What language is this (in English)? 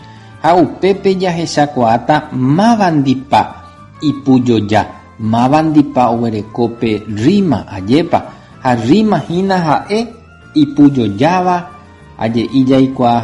Guarani